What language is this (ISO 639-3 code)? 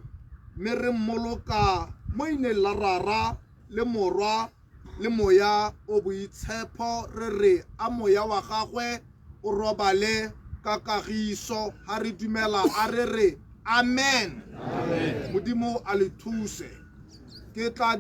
tsn